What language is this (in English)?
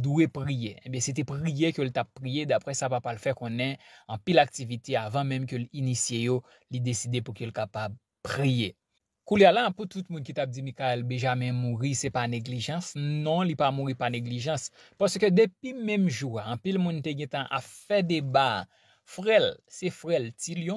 Haitian Creole